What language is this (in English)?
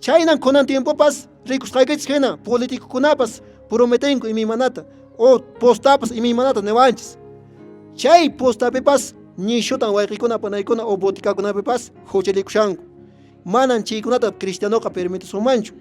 Quechua